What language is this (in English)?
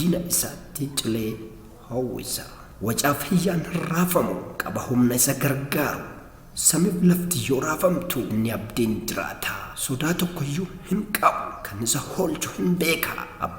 Oromo